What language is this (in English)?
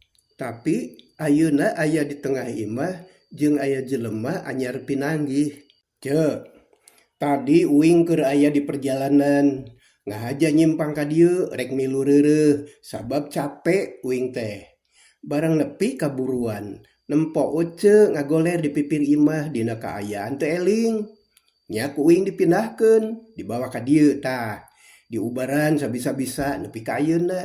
Sundanese